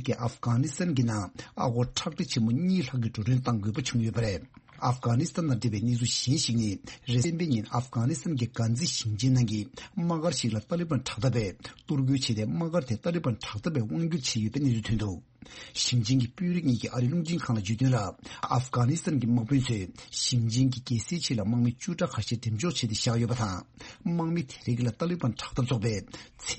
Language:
Tibetan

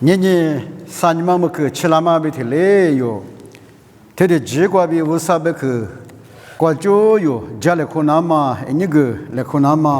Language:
Lisu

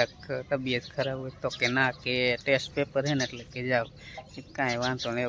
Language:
Gujarati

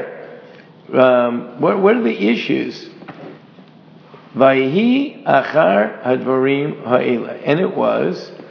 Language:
English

